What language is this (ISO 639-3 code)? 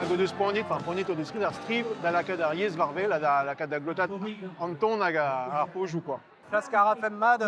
bre